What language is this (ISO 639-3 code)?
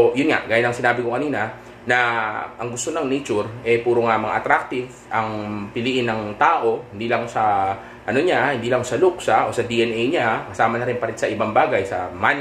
fil